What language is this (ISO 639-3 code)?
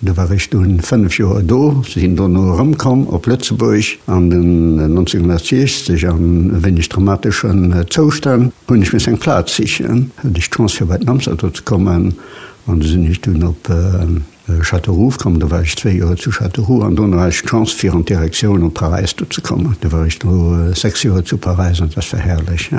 ltz